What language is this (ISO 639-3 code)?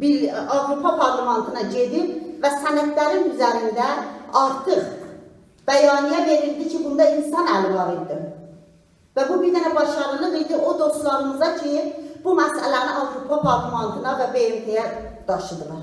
azb